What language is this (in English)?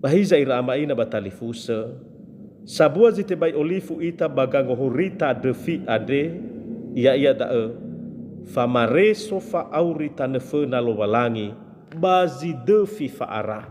Nias